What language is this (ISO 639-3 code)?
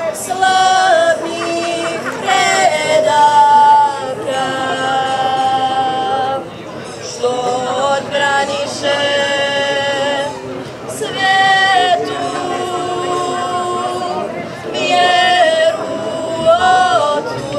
srp